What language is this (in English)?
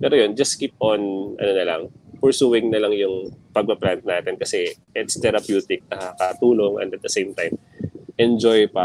Filipino